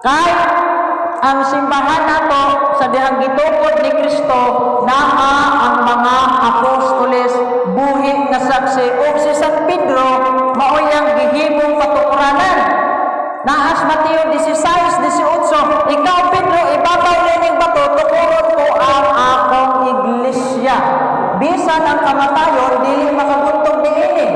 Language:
Cebuano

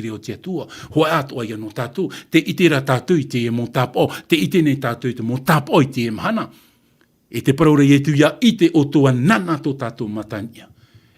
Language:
Tahitian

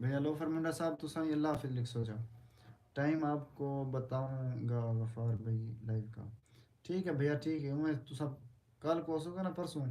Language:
Saraiki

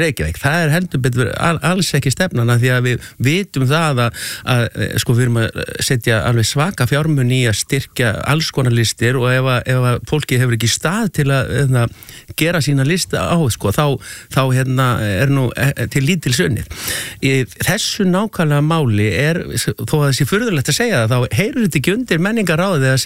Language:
Icelandic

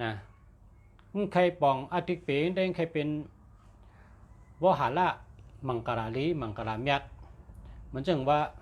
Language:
Shan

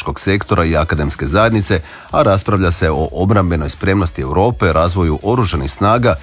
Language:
Croatian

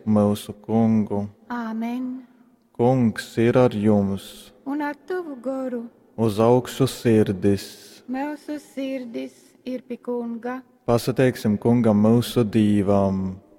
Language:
Latgalian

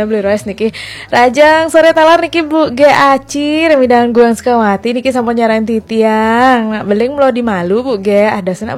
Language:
Balinese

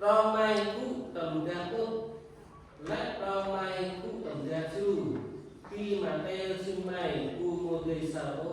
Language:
Central Mnong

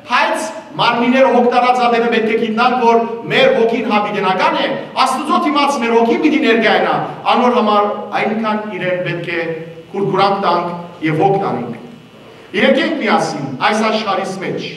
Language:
Western Armenian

